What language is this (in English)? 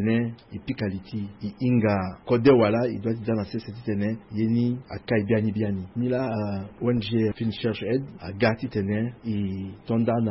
Sango